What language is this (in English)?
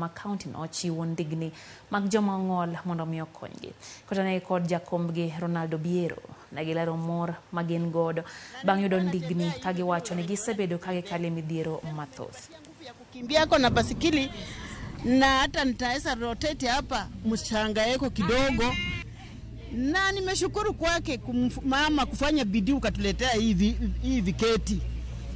Luo (Kenya and Tanzania)